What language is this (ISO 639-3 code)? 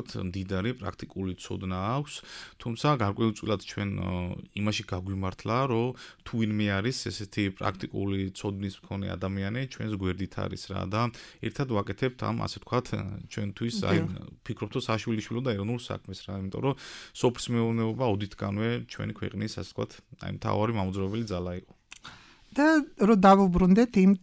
kat